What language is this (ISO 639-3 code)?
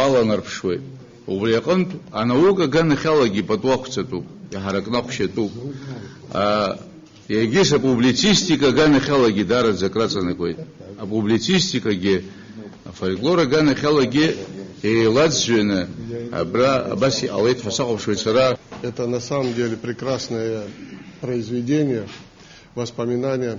abk